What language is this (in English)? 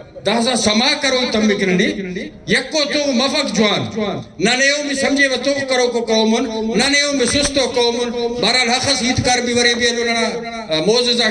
Brahui